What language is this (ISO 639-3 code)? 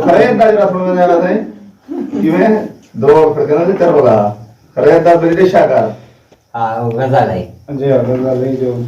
skr